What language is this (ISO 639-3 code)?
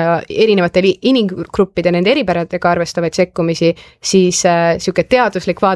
est